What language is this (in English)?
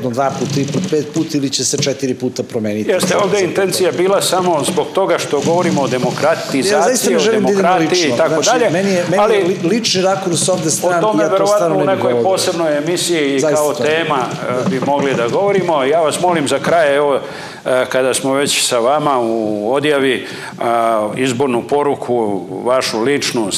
Serbian